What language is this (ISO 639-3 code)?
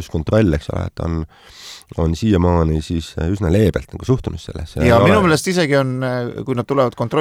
est